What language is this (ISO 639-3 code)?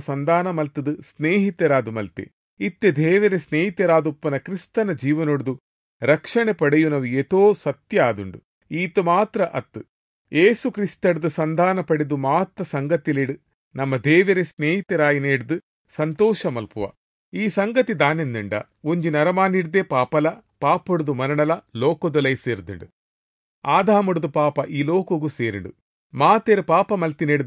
tcy